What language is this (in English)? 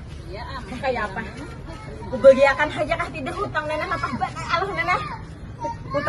Banjar